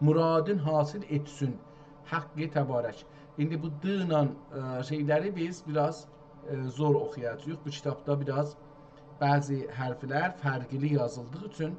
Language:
South Azerbaijani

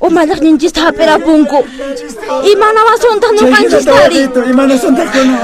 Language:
Quechua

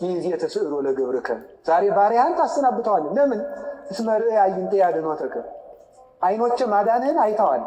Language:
Amharic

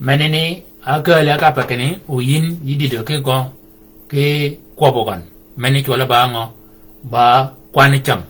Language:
Shilluk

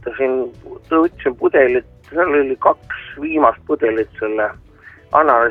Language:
Estonian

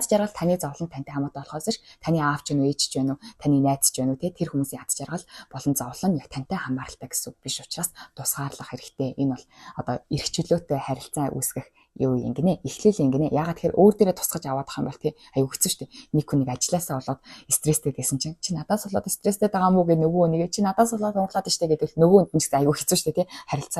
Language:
Mongolian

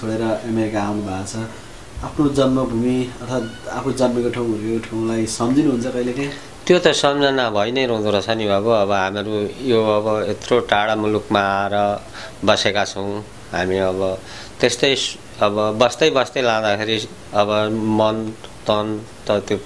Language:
Nepali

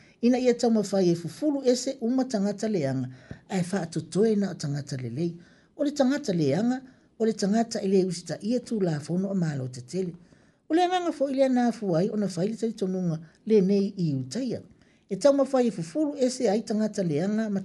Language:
Samoan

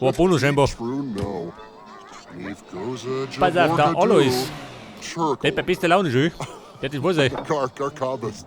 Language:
Bavarian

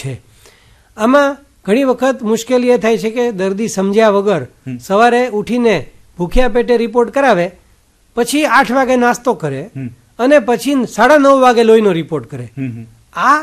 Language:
Gujarati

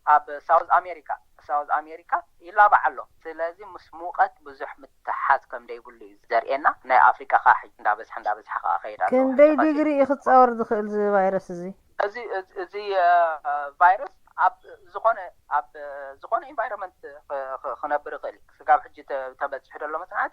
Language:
Tigrinya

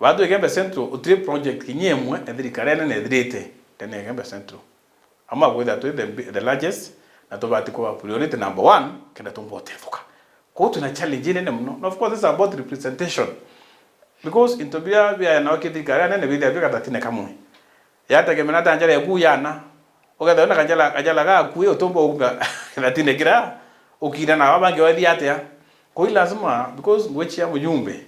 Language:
Meru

